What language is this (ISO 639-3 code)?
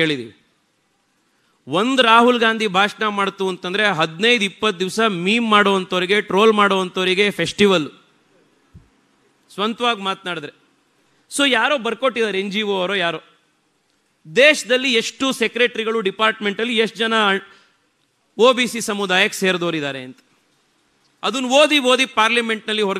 kan